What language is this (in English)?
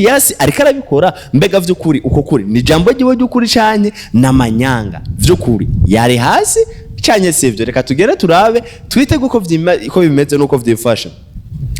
Rundi